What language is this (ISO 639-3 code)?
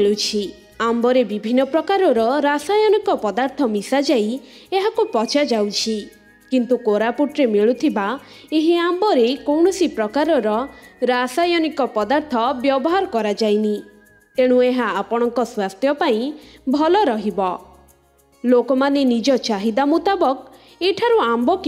ori